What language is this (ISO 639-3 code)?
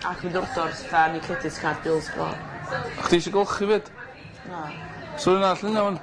cym